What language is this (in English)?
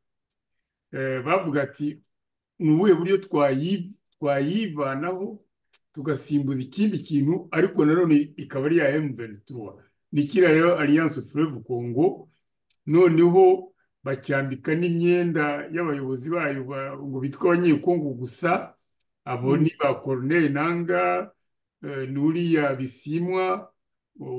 Kinyarwanda